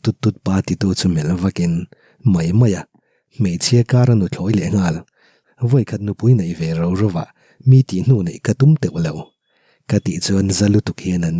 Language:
Mizo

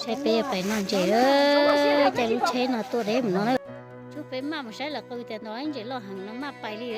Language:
Hmong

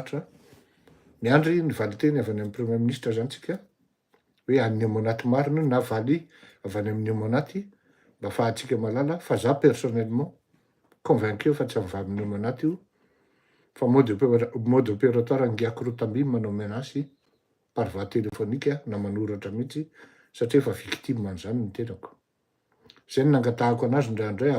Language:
Malagasy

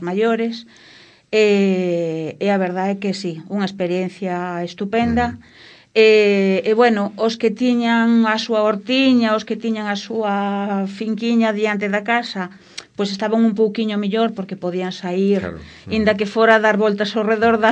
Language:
Galician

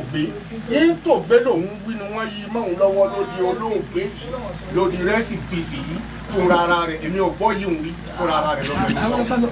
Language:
Yoruba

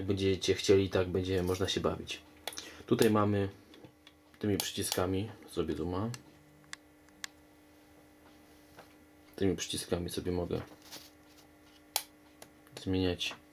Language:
Polish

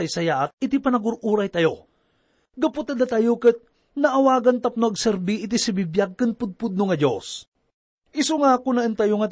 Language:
Iloko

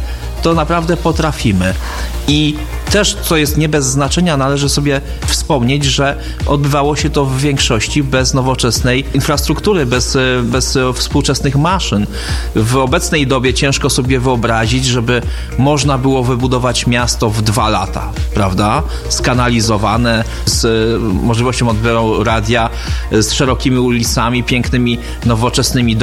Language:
Polish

